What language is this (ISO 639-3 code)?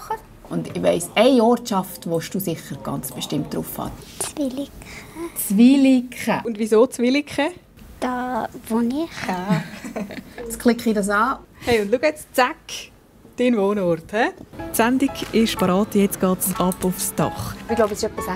gsw